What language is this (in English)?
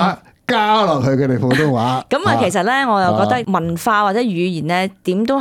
Cantonese